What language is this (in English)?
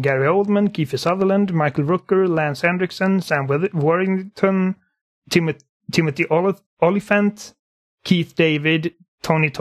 Swedish